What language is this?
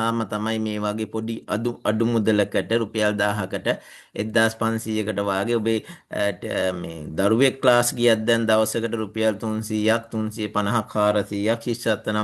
Sinhala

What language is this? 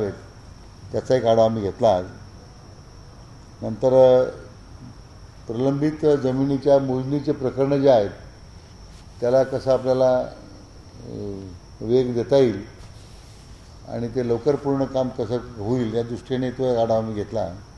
Marathi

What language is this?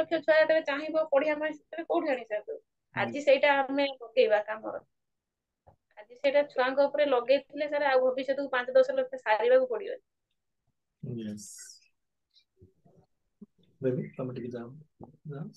Odia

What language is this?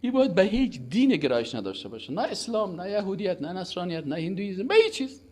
Persian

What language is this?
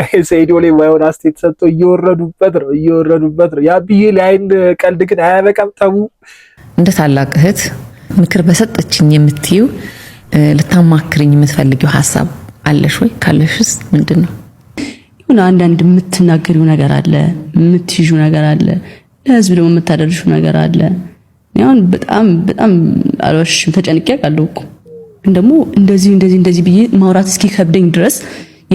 Amharic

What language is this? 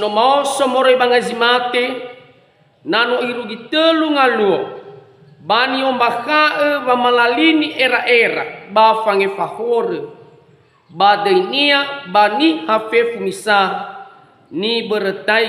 Nias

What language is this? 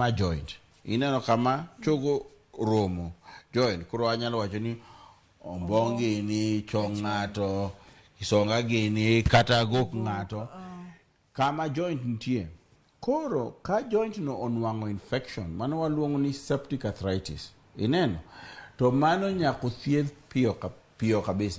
Luo (Kenya and Tanzania)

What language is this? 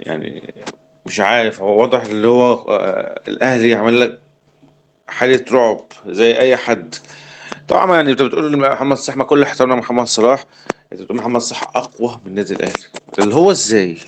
Egyptian Arabic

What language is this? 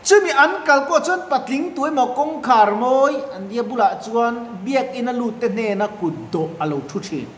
Mizo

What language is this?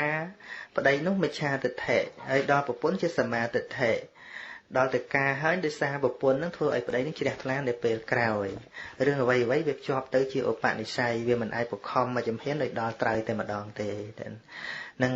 Khmer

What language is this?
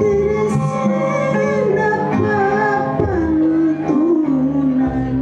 Sundanese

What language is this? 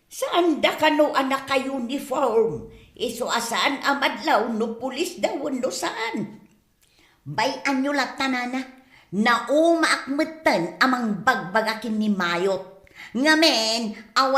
Iloko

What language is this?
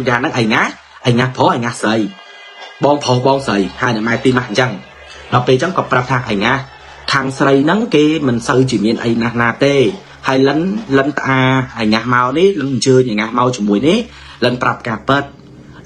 Khmer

